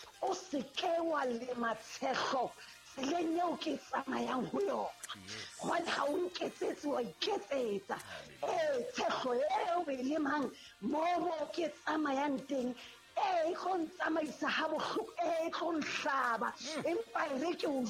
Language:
Southern Sotho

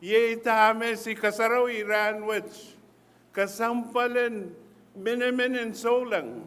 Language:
Pohnpeian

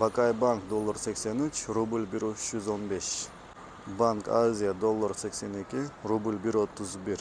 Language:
Kyrgyz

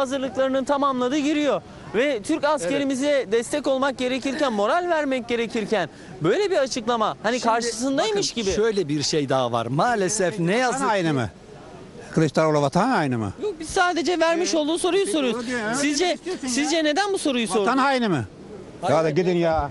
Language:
Turkish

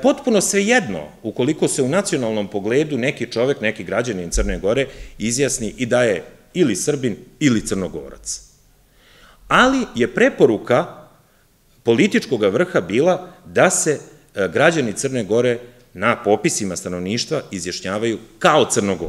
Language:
Serbian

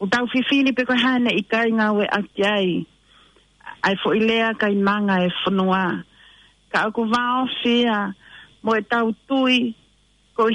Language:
Tongan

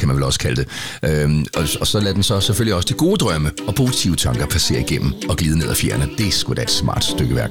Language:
Danish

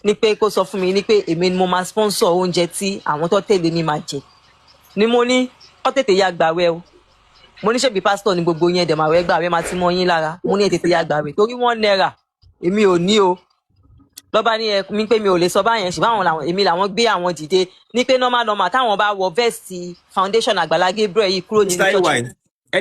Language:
Yoruba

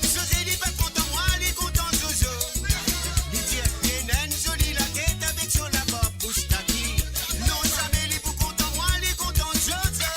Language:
Morisyen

